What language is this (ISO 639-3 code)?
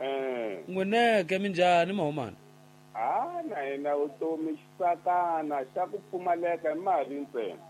tso